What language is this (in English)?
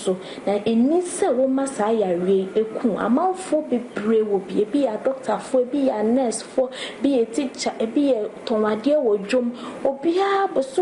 Akan